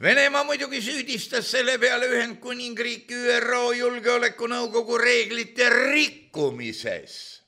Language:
Estonian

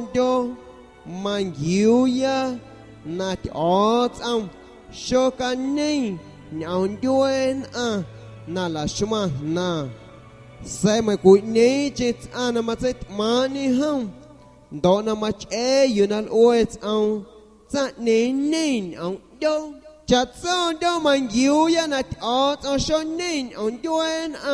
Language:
San Pedro Amuzgos Amuzgo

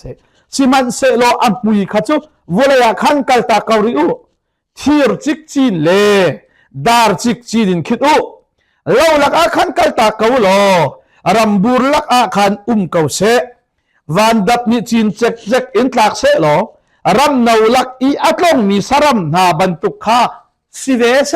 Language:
Hakha Chin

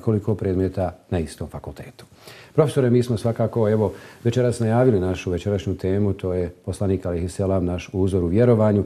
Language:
Bosnian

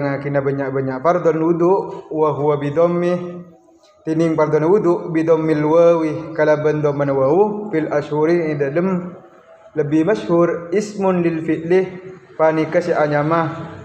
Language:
Madurese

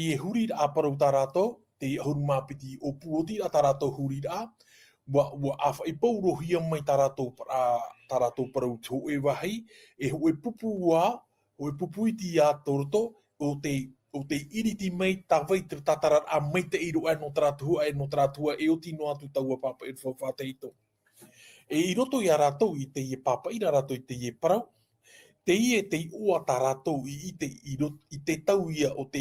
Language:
Tahitian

